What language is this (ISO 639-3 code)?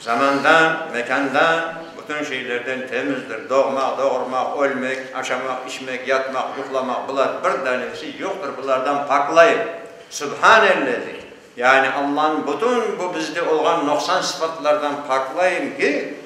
crh